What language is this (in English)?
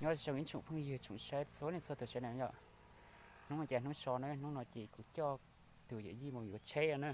Hmong